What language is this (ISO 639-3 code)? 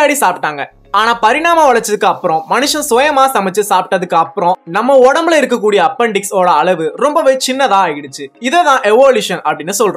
tam